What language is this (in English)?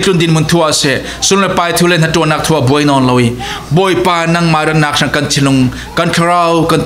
Falam Chin